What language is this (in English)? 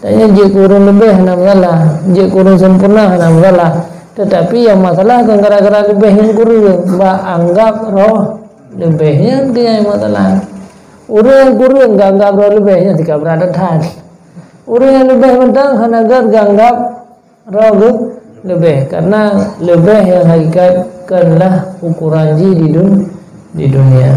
Achinese